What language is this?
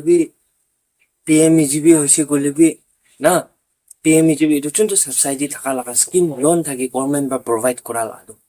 Naga Pidgin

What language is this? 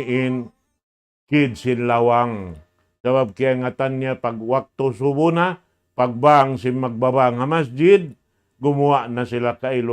Tausug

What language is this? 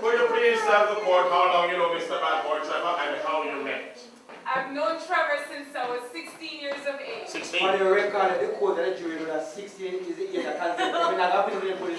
Jamaican Creole English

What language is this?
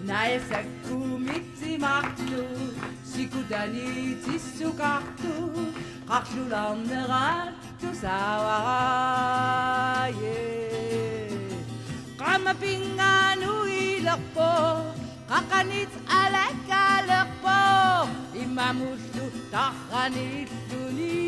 Kalaallisut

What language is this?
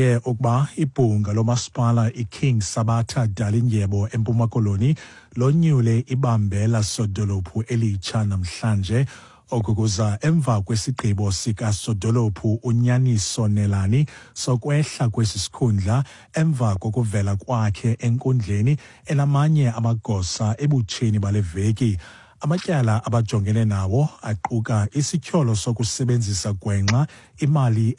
Xhosa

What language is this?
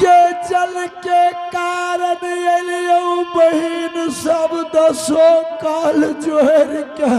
Angika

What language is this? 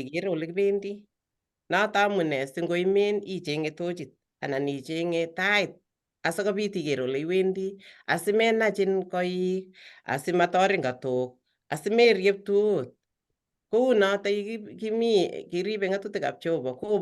Kalenjin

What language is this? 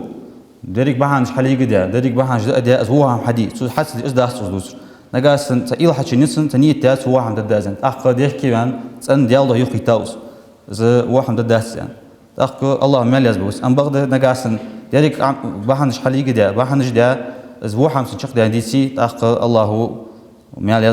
Ingush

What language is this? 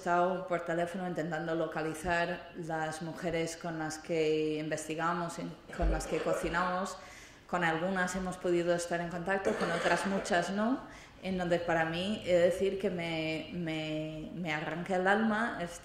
Spanish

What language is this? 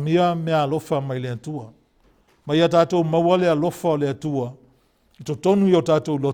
Samoan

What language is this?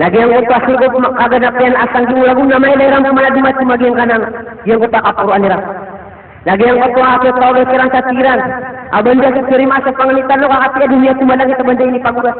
Maranao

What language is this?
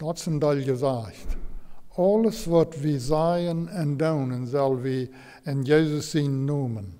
Plautdietsch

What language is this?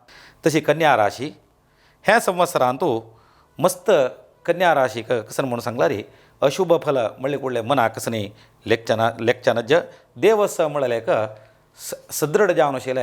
Konkani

